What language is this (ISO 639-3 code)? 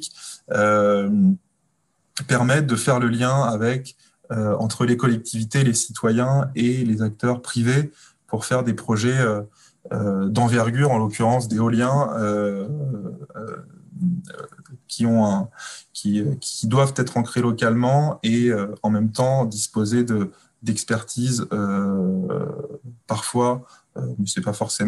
fra